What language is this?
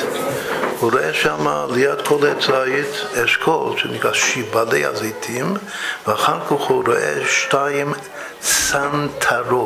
Hebrew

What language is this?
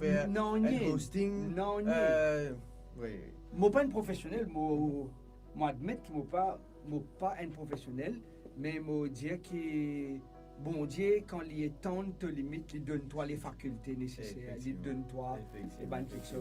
Morisyen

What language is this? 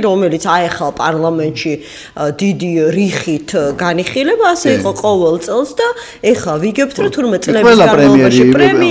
Georgian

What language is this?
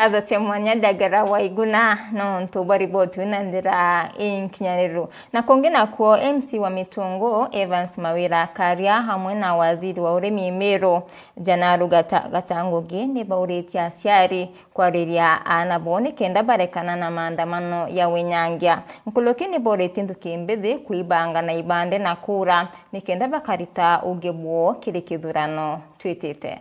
Meru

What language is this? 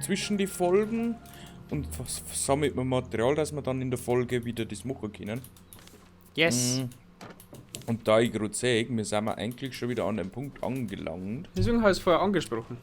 Bavarian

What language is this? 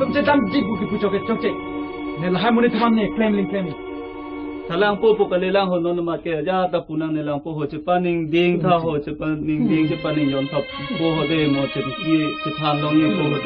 Karbi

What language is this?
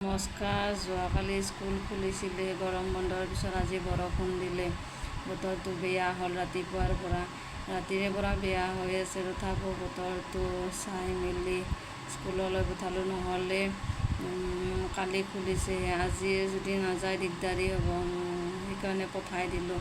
Assamese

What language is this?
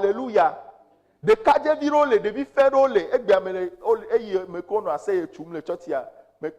Ewe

